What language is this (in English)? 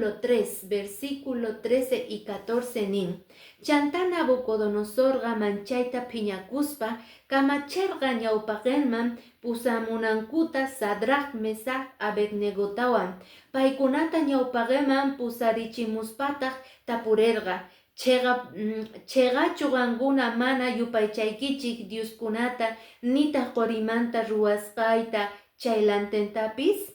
Quechua